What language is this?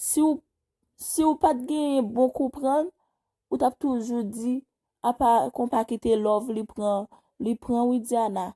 Haitian Creole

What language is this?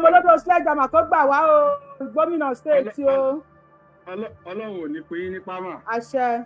Yoruba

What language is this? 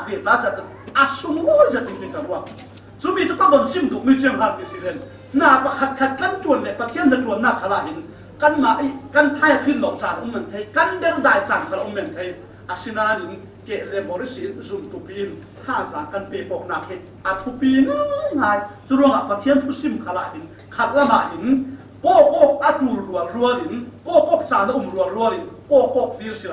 Falam Chin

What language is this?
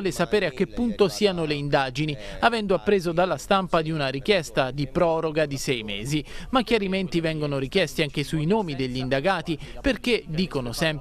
Italian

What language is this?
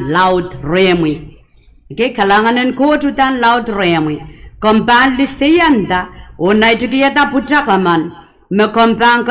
Pohnpeian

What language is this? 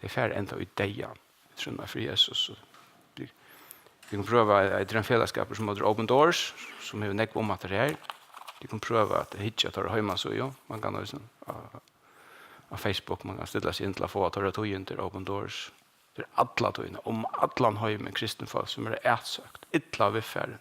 Faroese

